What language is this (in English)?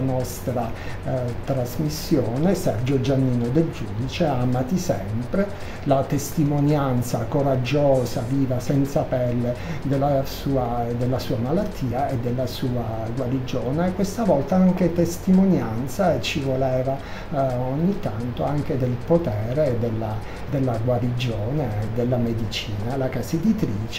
Italian